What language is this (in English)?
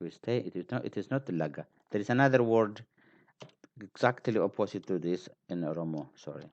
English